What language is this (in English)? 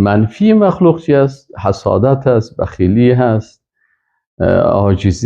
Persian